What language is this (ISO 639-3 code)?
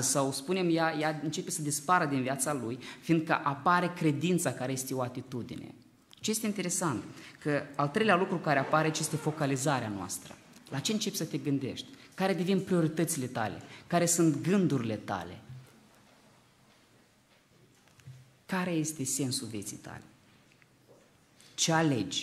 ron